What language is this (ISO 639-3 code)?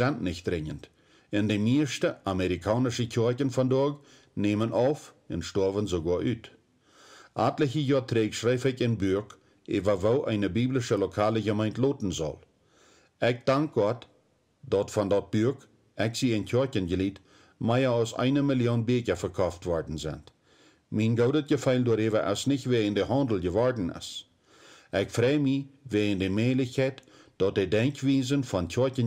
pdt